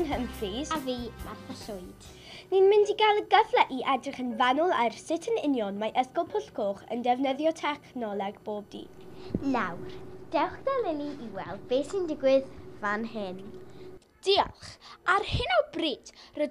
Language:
Welsh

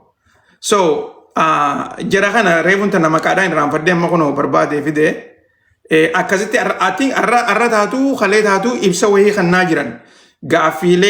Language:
Oromo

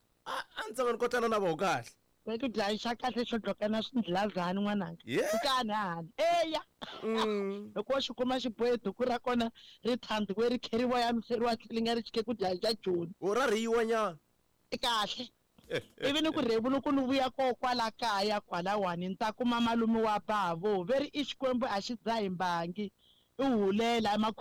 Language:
Tsonga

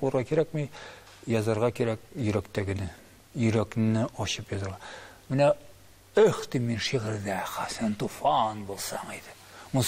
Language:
Tatar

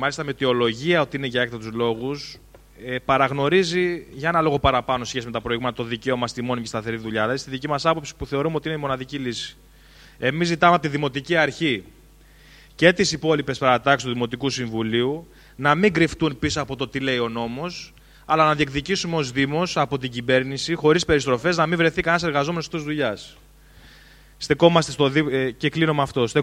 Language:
Greek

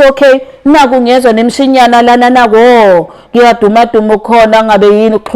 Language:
Zulu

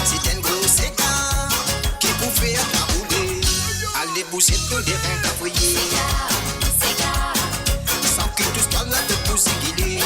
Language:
Morisyen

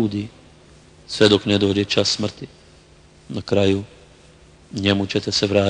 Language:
Bosnian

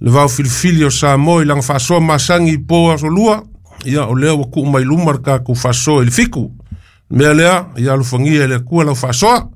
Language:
Samoan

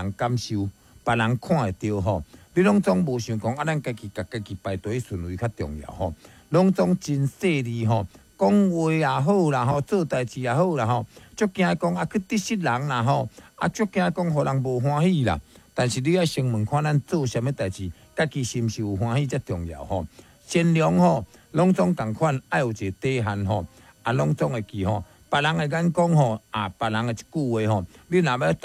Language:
Min Nan Chinese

